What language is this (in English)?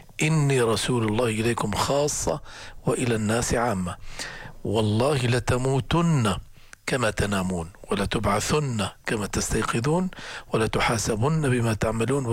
Arabic